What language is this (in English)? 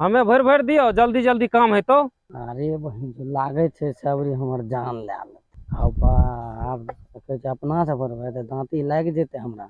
Maithili